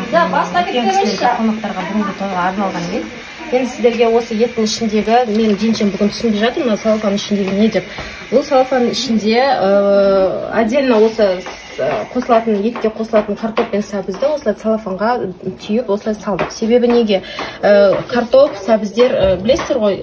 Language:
Kazakh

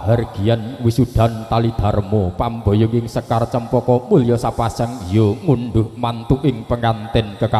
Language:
Javanese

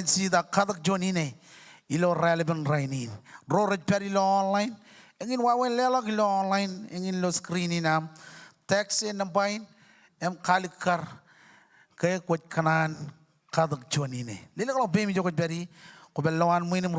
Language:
Marshallese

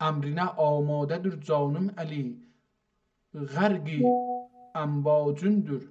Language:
South Azerbaijani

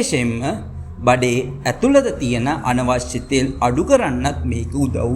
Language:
Sinhala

